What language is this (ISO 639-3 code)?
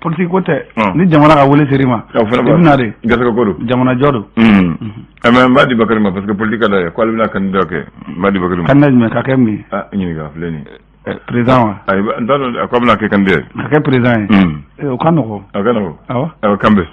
bam